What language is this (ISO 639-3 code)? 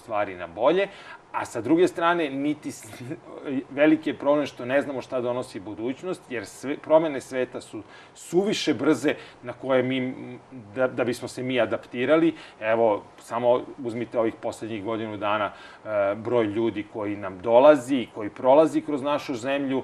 srp